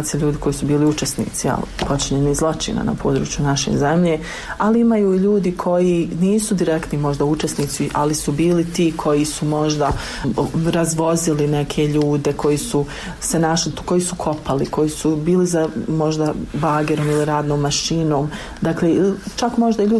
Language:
Bosnian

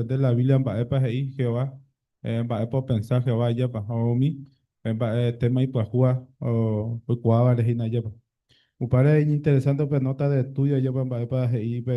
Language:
Guarani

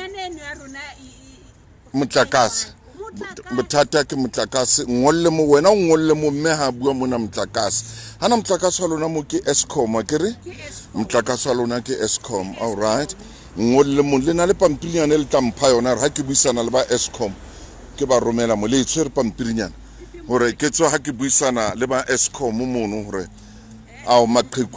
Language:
Southern Sotho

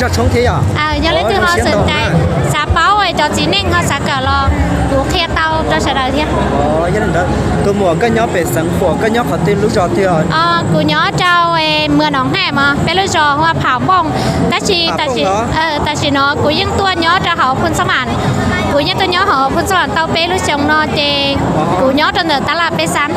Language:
Hmong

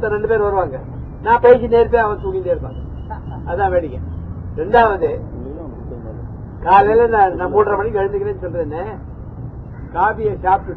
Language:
Tamil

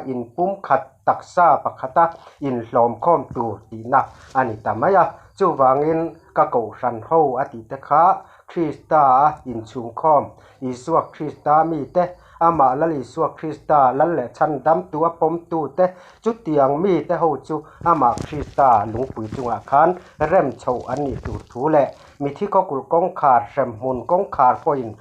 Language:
Mizo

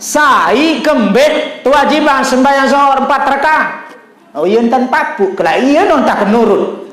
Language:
Sasak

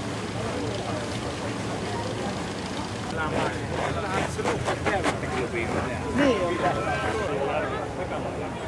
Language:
Finnish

